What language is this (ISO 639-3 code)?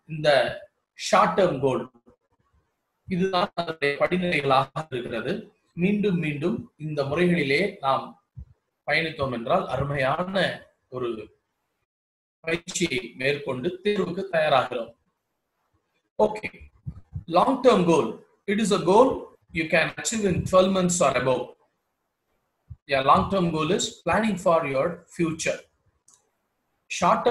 tam